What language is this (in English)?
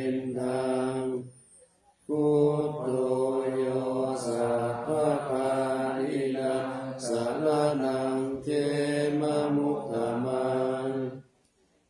Pali